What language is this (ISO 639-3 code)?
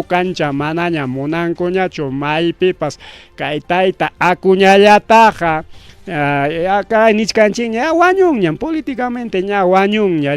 quy